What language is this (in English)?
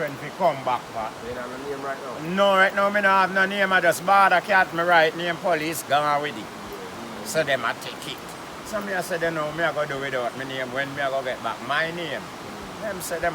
Jamaican Creole English